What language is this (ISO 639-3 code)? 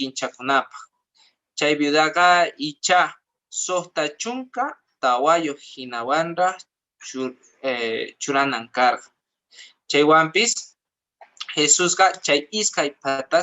que